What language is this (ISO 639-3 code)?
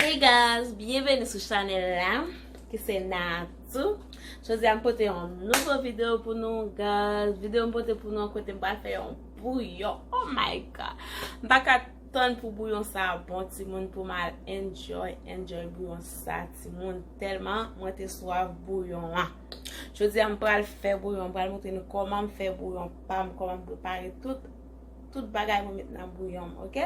hat